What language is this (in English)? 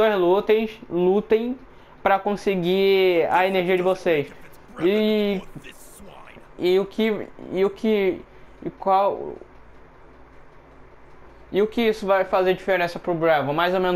Portuguese